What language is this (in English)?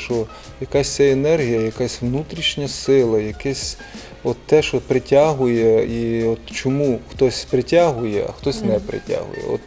Ukrainian